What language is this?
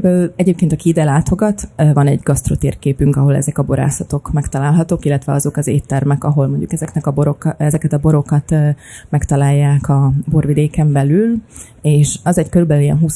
Hungarian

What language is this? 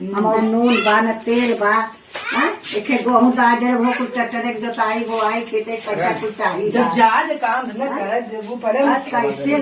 Awadhi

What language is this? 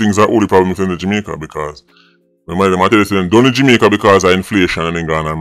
Jamaican Creole English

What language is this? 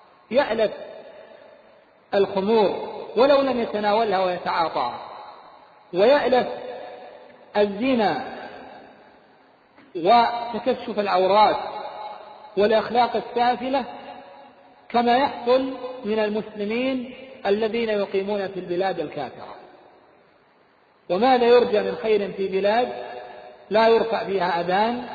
Arabic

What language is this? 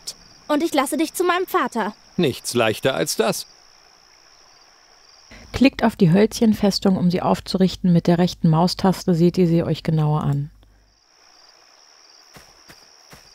German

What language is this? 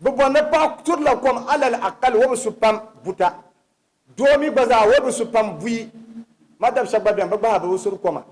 Dagbani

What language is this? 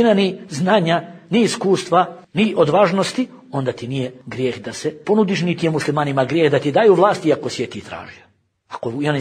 Bosnian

